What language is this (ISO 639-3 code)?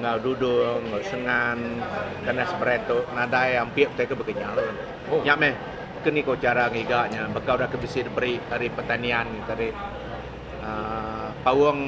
iba